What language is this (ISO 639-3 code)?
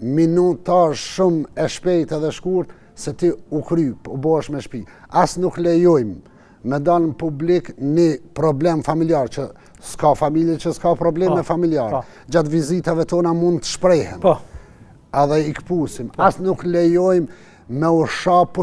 sqi